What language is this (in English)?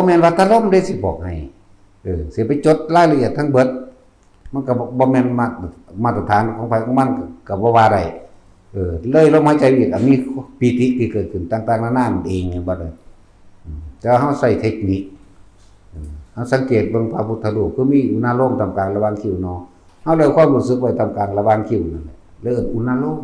Northeastern Thai